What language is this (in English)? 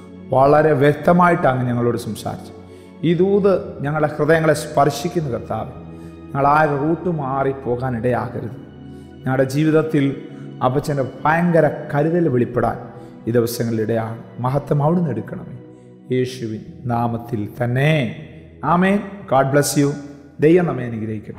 Malayalam